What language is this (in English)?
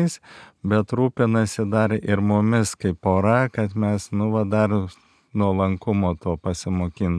Lithuanian